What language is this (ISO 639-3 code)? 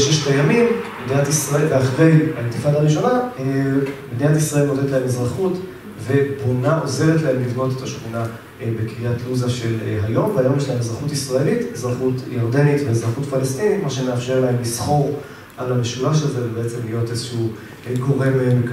heb